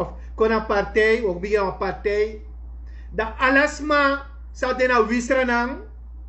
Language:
Sranan Tongo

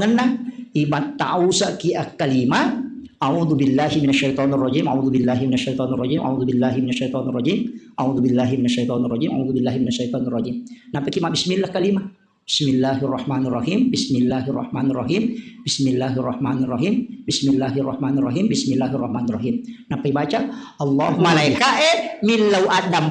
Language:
Buginese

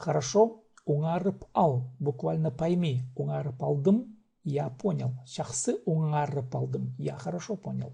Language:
Khakas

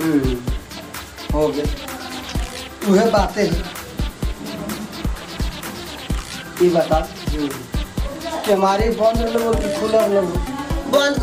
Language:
Bhojpuri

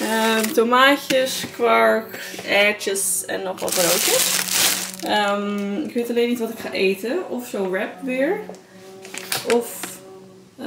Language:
Dutch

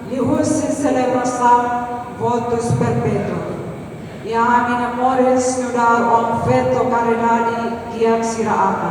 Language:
Tetum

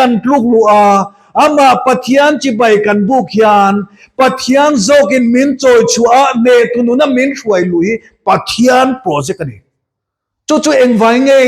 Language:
Mizo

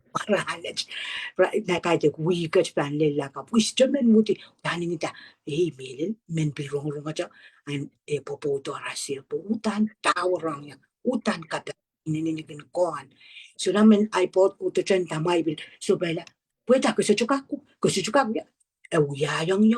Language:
Pohnpeian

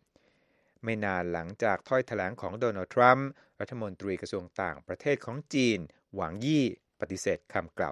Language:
Thai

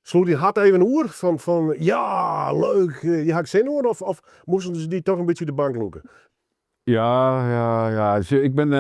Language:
Western Frisian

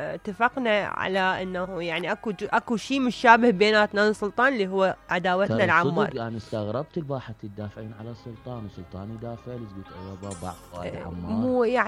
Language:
Mesopotamian Arabic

